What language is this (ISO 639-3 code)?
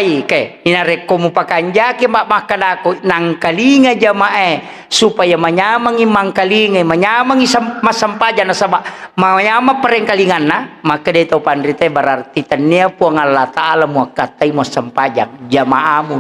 bug